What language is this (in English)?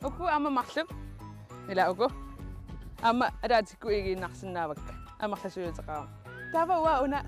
Kalaallisut